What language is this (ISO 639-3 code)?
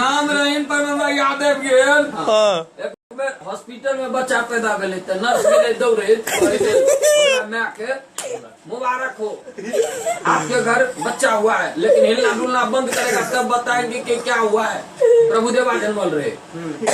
mai